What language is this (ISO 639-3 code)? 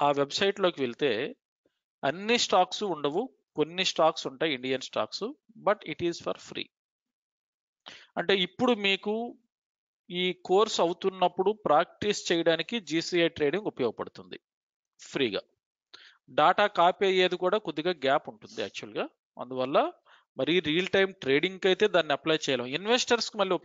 tel